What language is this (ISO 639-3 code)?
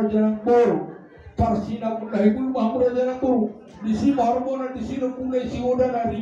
bbc